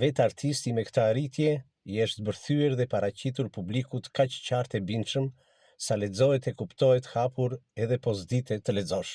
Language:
Albanian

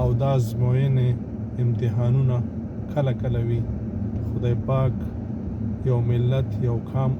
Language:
Pashto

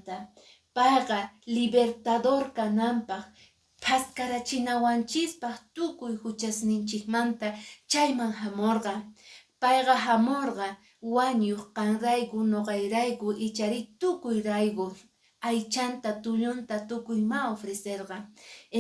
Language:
Quechua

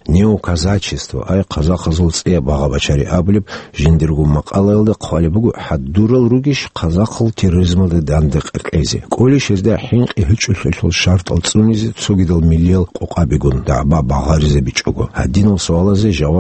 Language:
Avaric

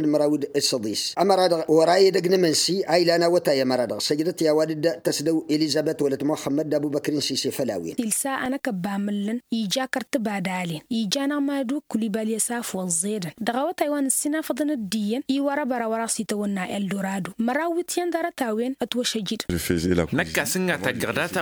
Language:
Tamasheq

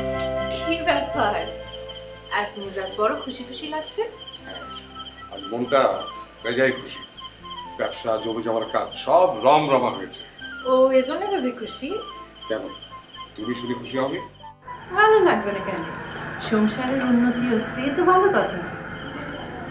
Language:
Bangla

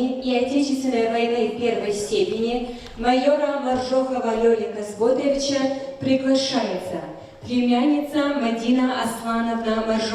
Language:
Kabardian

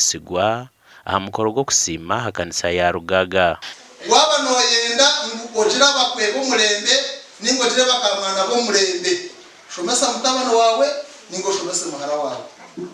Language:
Nyankole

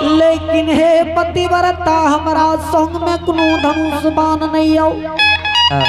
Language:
Angika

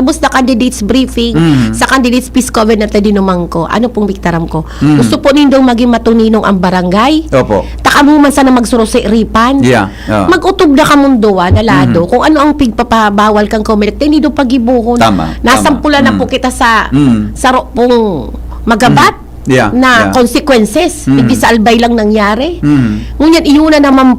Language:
Bikol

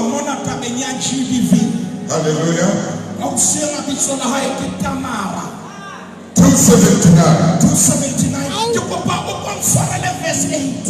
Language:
Southern Sotho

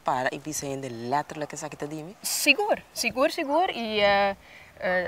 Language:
Papiamento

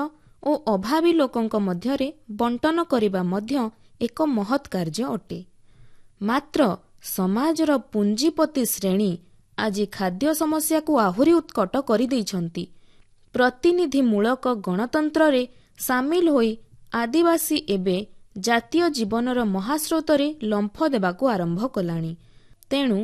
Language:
Odia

